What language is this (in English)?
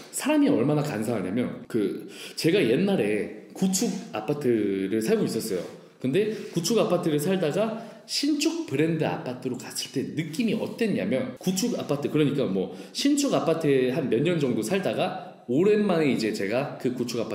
Korean